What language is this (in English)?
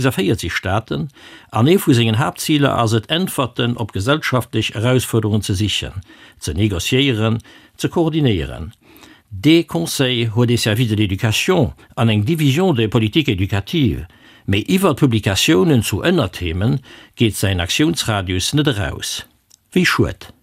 Luxembourgish